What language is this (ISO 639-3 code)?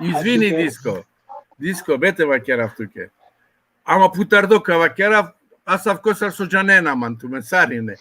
rmn